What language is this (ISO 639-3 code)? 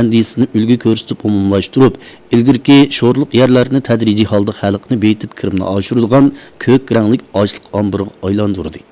uig